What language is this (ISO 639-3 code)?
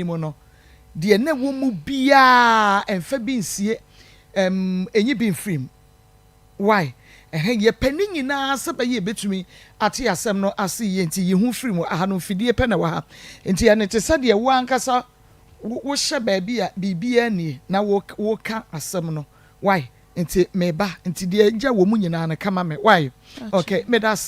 aka